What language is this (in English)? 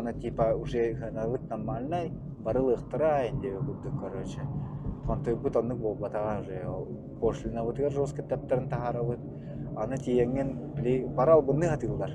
Yakut